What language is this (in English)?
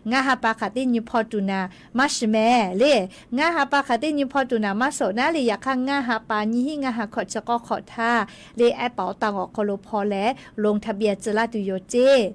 Lahu